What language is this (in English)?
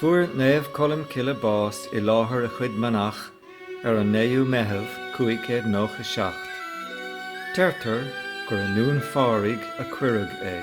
Irish